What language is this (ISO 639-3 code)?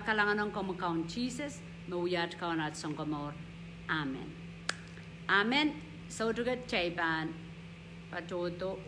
pon